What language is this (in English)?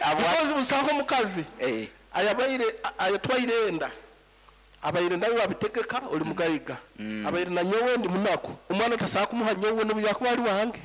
Nyankole